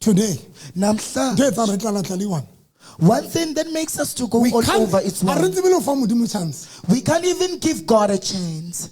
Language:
Southern Sotho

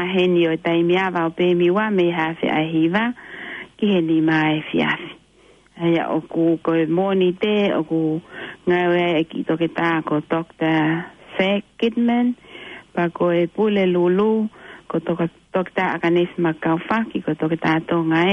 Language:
Tongan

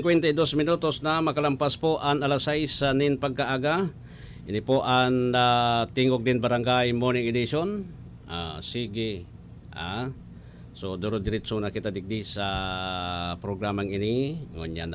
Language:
Bikol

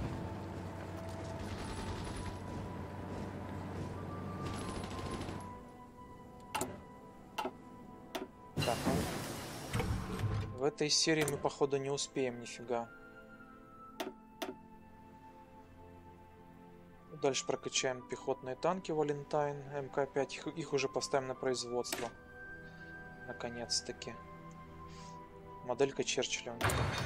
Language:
Russian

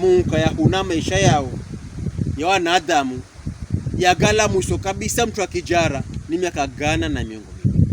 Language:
Pokomo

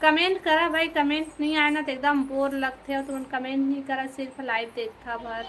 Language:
Chhattisgarhi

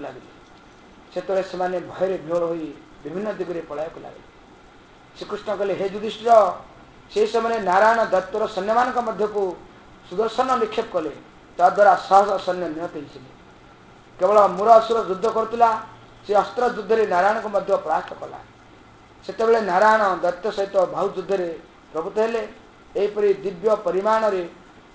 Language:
Odia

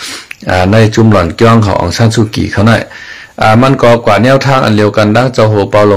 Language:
Shan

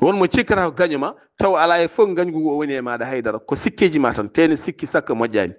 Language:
Fula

